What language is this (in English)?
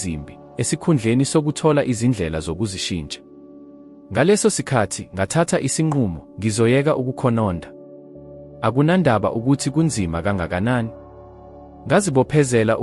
Zulu